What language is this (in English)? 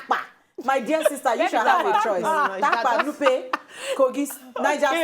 Nigerian Pidgin